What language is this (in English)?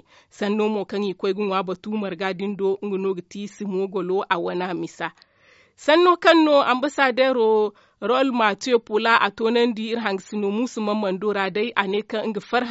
Zarma